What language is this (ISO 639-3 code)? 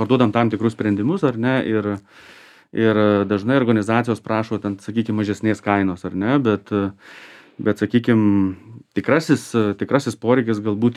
lit